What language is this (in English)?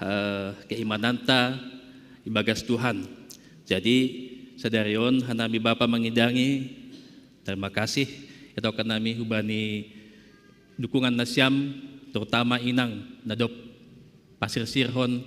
Batak Simalungun